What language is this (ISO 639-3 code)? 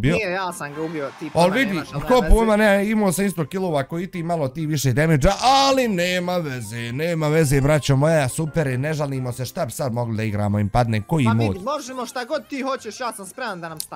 bos